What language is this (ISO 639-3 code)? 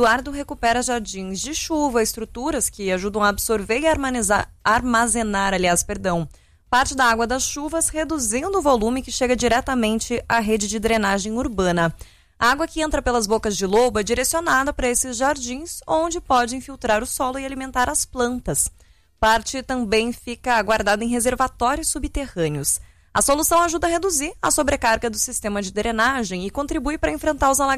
por